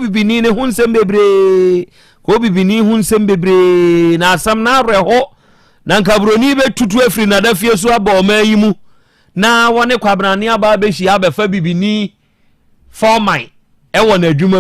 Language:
Akan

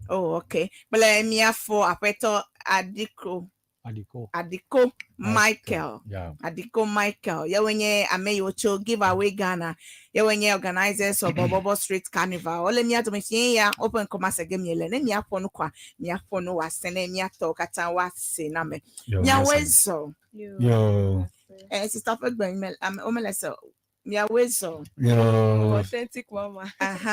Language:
Ewe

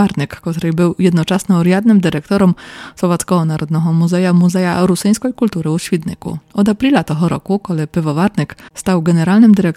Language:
Rusyn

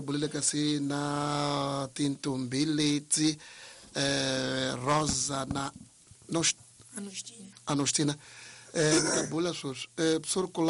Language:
Tsonga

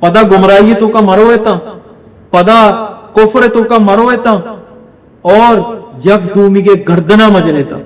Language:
Baluchi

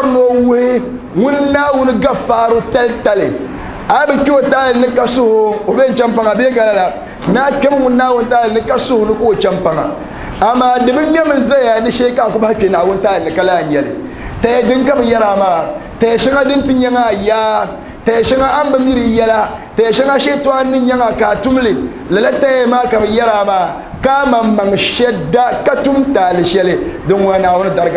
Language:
Dagbani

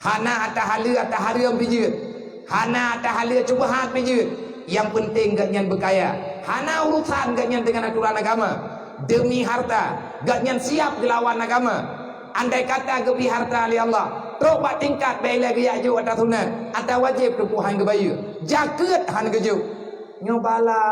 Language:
Achinese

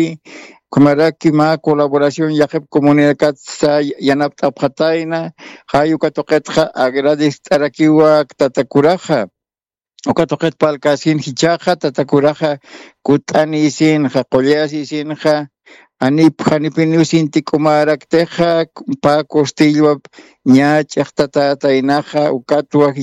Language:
Aymara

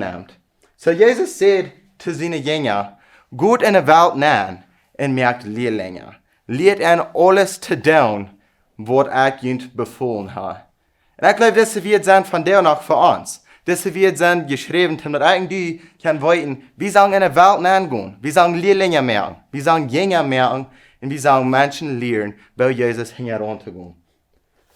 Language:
Plautdietsch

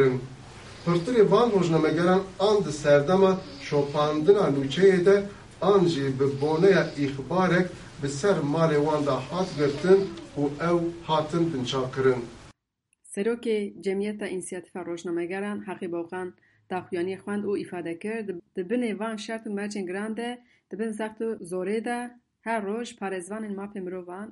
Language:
Kurdish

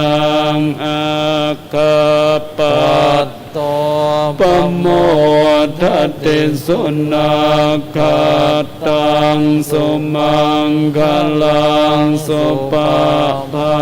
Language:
Pali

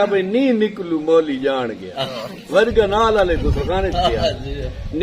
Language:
Saraiki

